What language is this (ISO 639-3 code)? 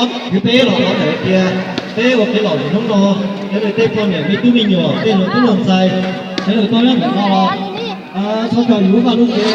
hmn